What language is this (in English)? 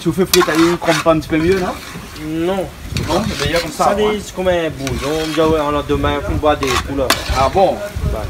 Réunion Creole French